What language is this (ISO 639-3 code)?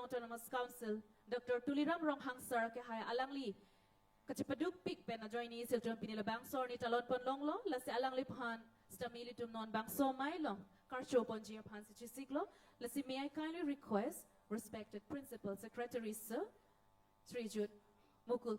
mjw